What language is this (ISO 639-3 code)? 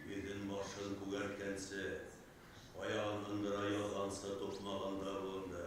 bak